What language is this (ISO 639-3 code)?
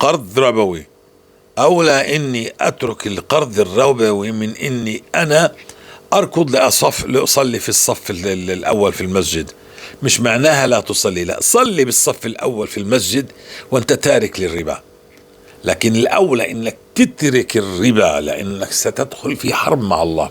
apc